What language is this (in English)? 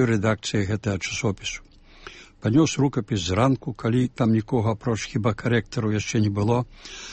Belarusian